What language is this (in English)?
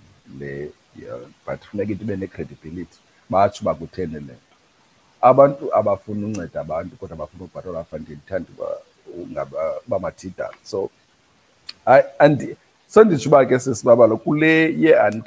Xhosa